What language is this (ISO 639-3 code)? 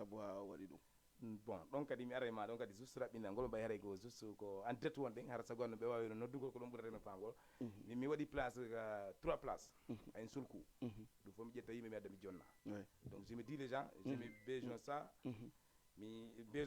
ful